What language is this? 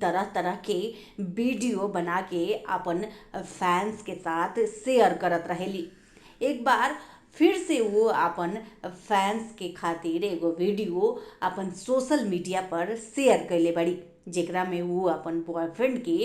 Bhojpuri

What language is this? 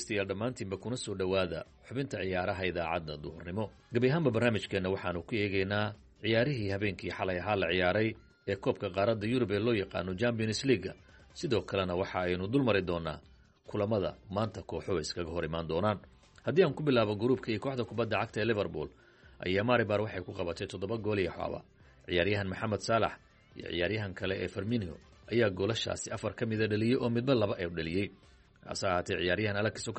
Somali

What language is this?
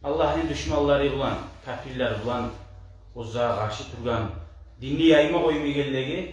Kumyk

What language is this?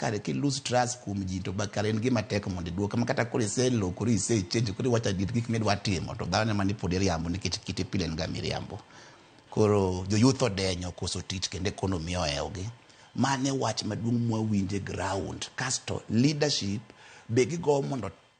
Luo (Kenya and Tanzania)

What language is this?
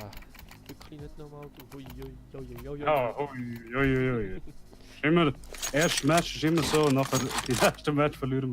Swiss German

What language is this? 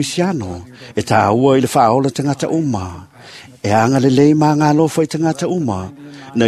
Samoan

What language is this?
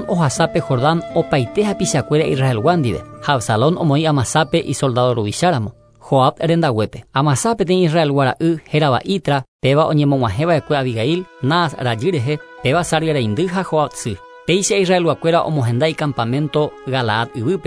Guarani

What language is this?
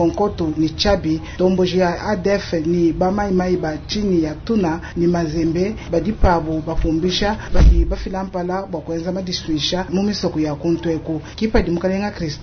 Luba-Lulua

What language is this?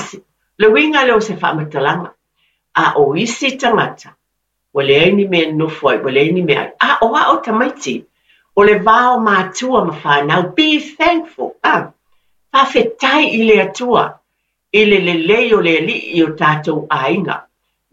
Samoan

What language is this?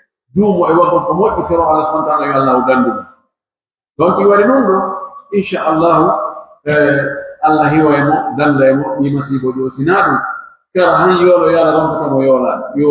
Pular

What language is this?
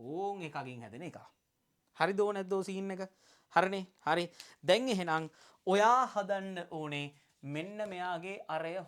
Sinhala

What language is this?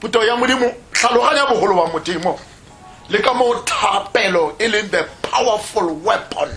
Tswana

